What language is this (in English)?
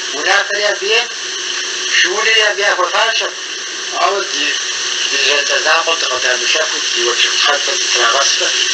Kabardian